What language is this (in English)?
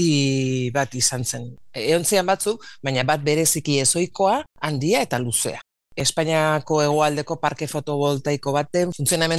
Basque